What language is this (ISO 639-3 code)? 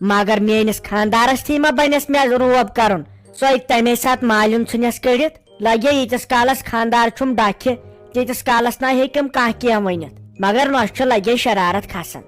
kas